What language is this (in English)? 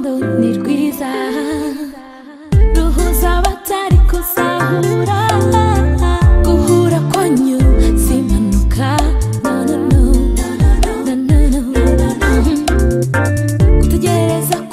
Kinyarwanda